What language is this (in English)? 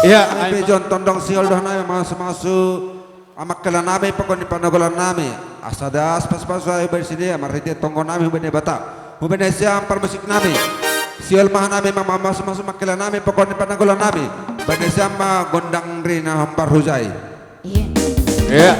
Batak Simalungun